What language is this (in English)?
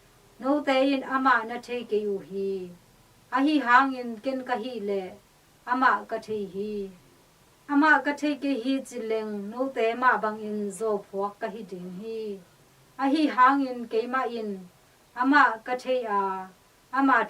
Tedim Chin